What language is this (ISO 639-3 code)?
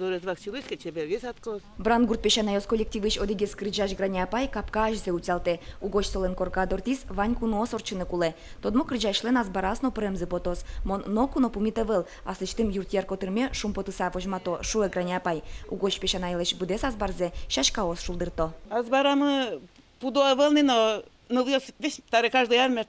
udm